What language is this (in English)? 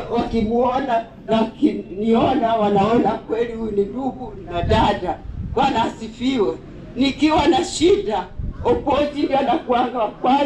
Swahili